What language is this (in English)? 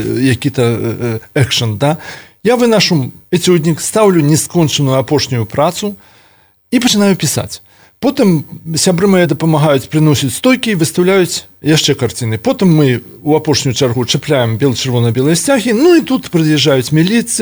Belarusian